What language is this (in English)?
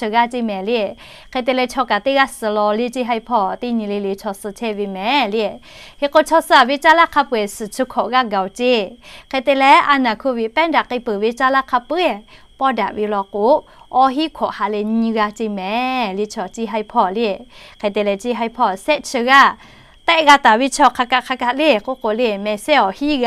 Lahu